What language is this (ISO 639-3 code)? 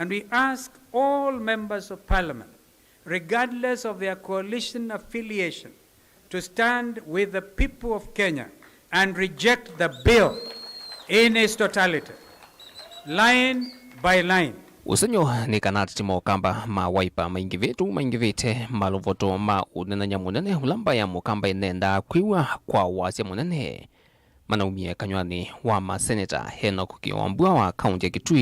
kam